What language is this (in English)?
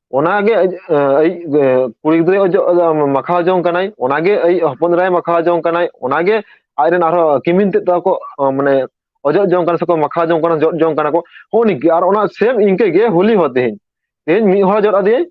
Santali